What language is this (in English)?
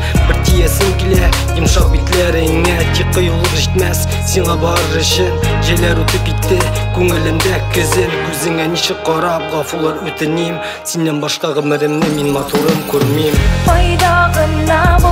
Tatar